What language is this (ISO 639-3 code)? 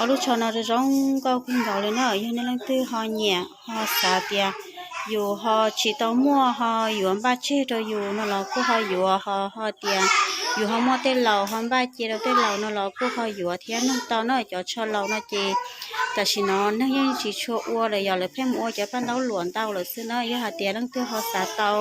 hmn